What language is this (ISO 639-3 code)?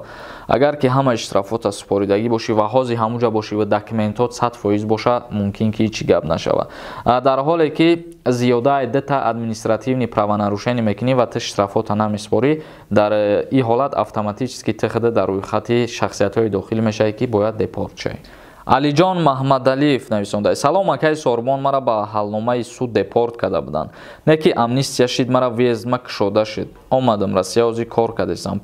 tgk